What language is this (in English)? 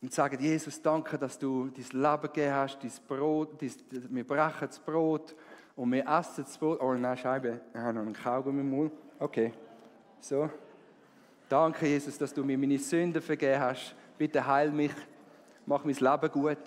Swiss German